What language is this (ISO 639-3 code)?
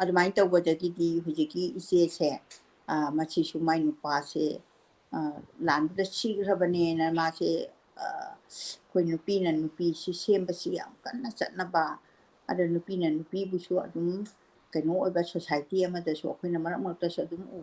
mni